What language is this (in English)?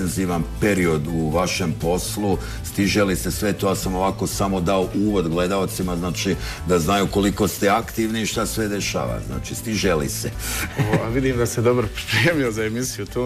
Bosnian